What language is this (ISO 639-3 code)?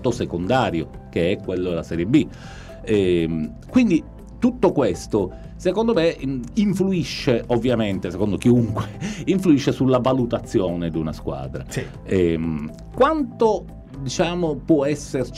ita